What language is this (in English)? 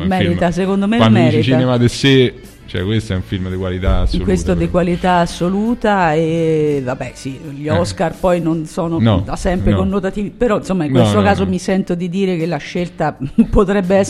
Italian